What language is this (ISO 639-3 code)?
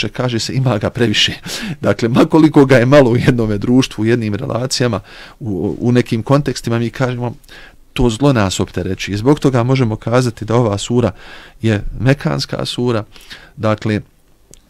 bos